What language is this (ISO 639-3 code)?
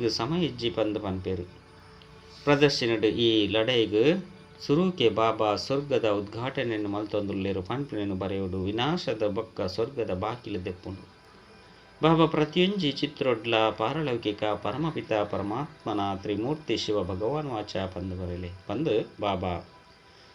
tcy